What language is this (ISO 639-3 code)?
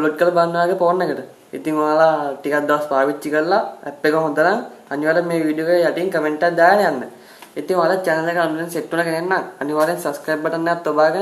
sin